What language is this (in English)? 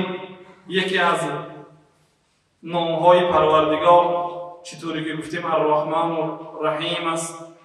Persian